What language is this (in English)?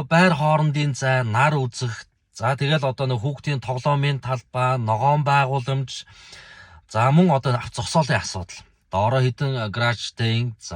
Mongolian